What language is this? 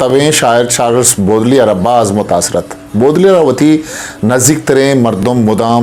Eastern Balochi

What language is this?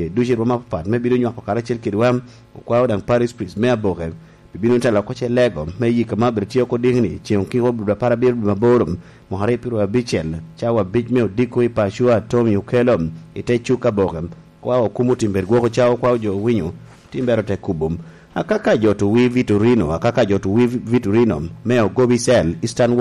Lango (Uganda)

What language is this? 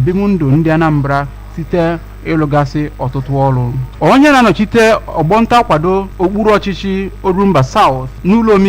Igbo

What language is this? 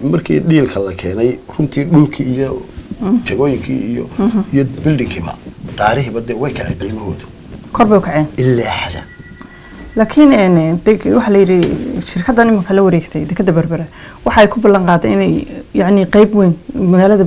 Somali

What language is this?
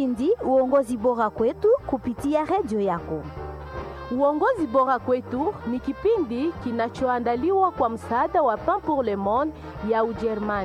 Swahili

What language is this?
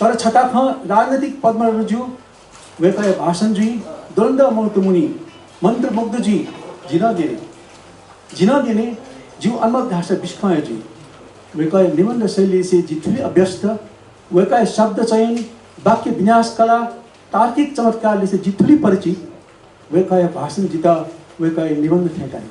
Newari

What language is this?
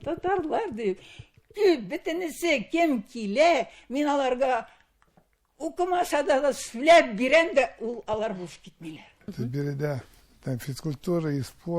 Tatar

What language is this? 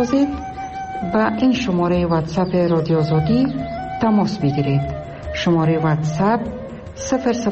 Persian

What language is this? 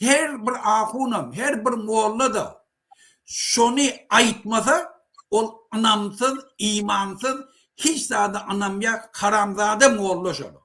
Turkmen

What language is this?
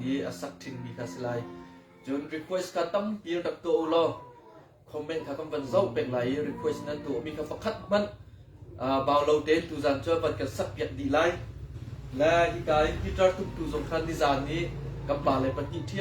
Hakha Chin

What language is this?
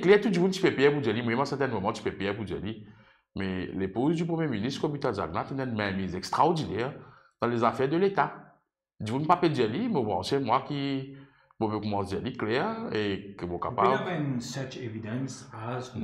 Morisyen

